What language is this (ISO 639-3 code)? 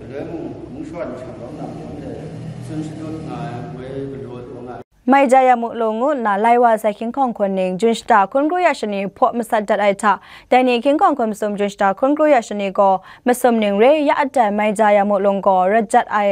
kac